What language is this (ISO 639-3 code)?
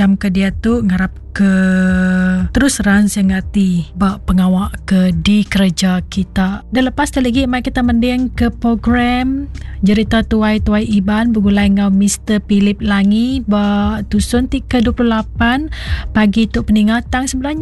iba